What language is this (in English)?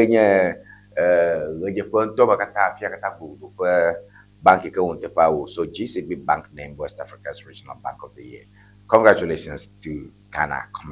Ewe